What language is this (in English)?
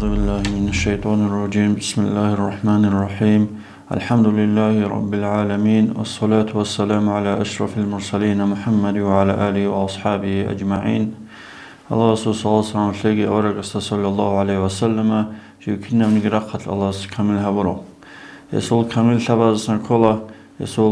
Avaric